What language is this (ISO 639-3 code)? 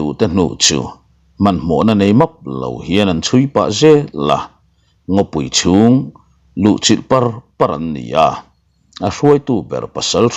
lus